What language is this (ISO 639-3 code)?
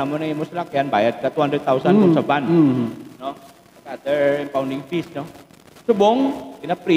hil